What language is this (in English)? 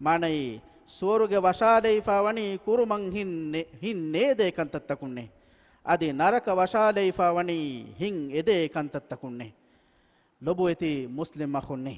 Divehi